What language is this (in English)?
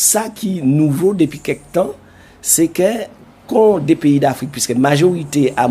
Guadeloupean Creole French